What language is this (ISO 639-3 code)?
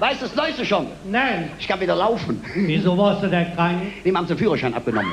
ksh